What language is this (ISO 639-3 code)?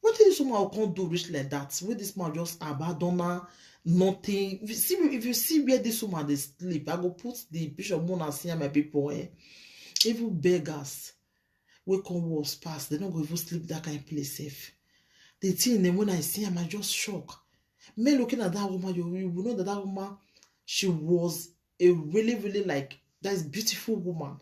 pcm